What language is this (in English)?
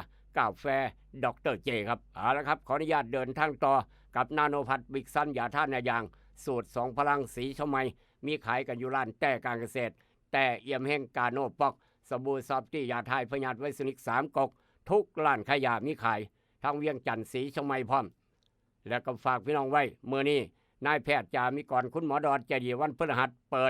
Northeastern Thai